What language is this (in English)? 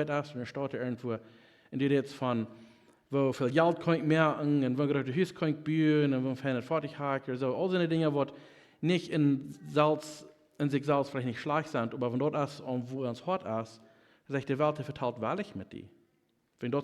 Plautdietsch